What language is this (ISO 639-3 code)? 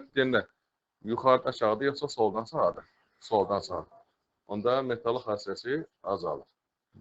aze